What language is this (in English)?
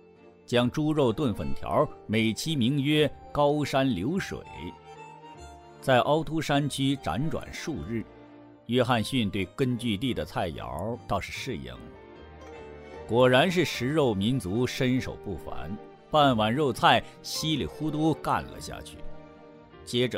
Chinese